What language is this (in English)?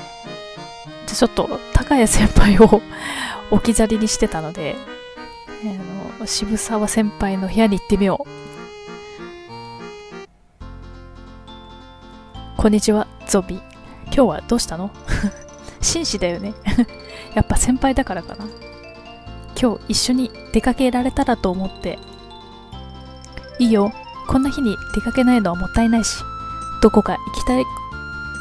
Japanese